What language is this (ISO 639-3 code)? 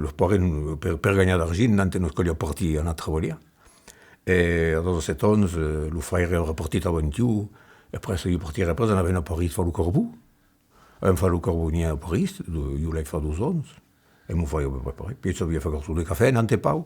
oci